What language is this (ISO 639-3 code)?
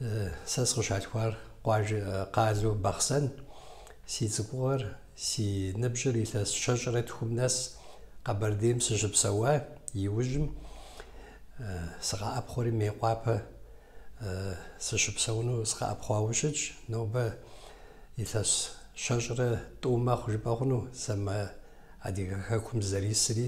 kbd